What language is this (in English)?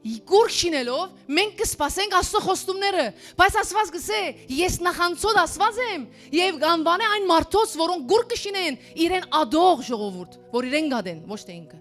Western Armenian